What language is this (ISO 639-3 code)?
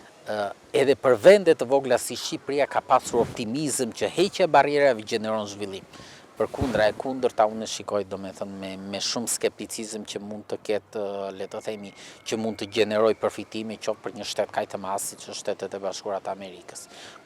sqi